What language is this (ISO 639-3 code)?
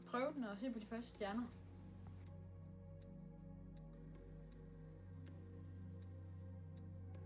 dan